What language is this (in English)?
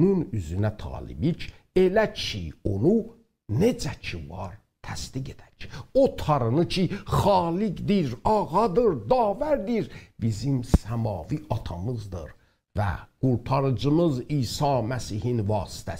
South Azerbaijani